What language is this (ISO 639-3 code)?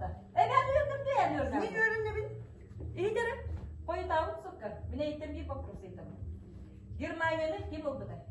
sah